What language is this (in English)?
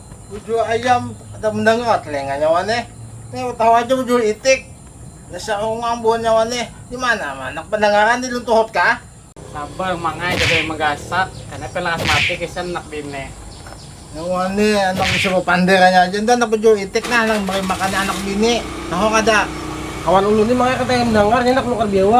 Banjar